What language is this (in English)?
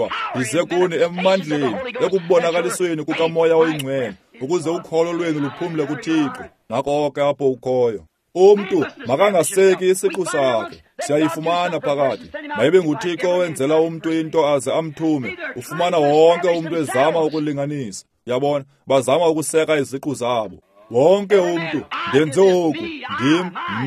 Xhosa